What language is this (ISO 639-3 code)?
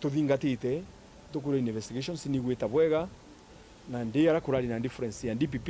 mer